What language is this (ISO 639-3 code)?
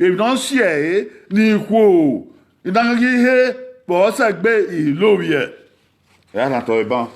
bin